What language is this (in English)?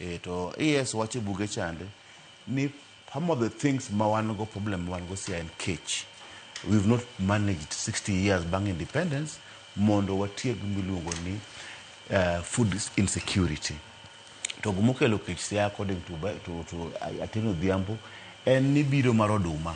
Luo (Kenya and Tanzania)